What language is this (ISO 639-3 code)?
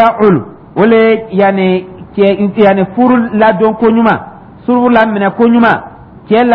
dyu